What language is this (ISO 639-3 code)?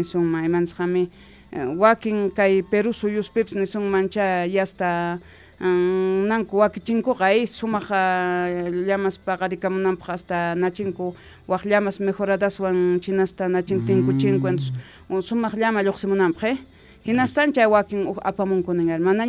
que